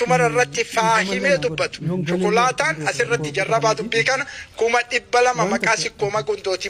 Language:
Oromo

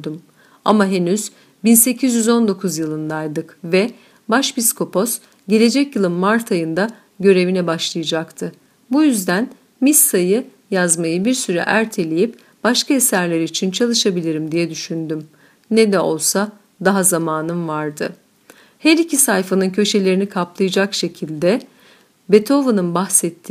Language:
Turkish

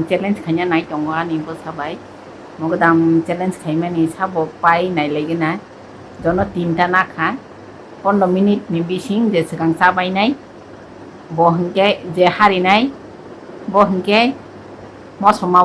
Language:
Kok Borok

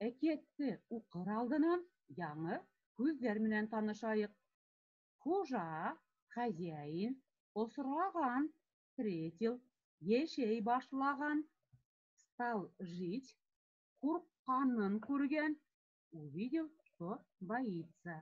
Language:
Bashkir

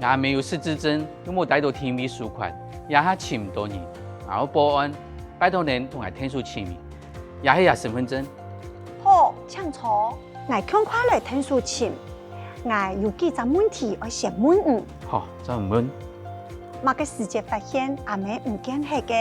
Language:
Hakka Chinese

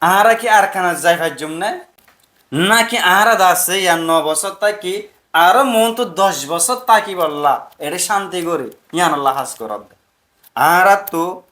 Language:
Rohingya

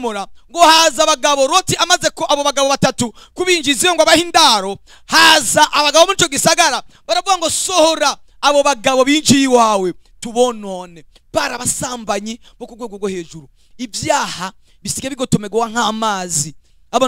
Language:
Rundi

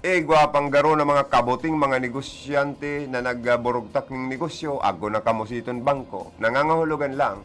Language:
Bikol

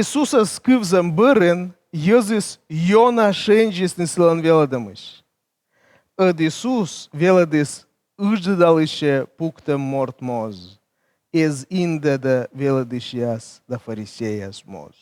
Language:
Komi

